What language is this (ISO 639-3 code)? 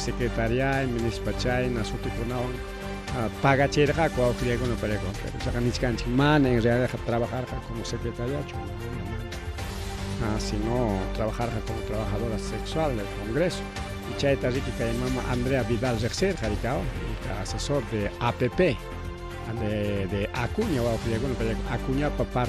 quy